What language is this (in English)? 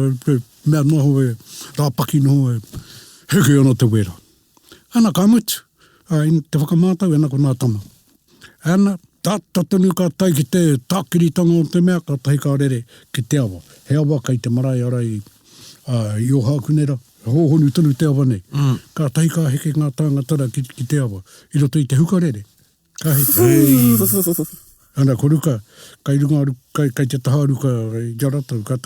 Māori